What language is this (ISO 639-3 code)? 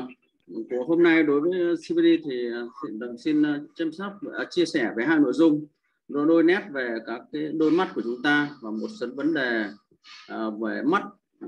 vie